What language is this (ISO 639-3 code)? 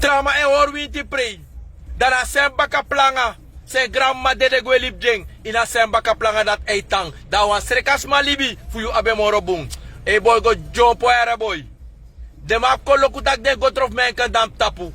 srn